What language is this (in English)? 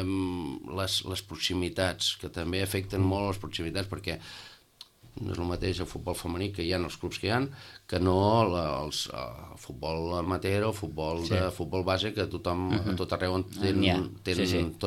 Catalan